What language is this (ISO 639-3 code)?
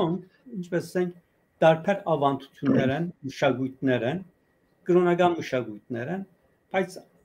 hyw